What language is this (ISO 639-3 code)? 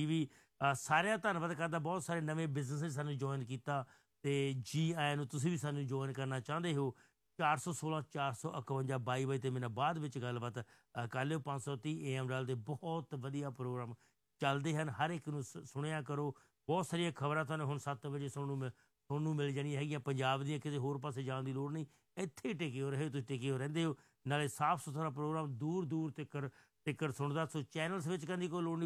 pan